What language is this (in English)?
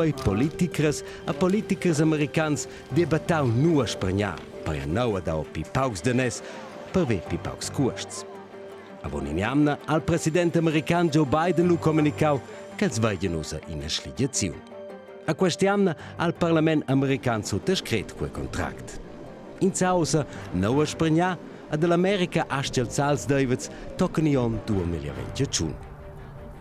Romansh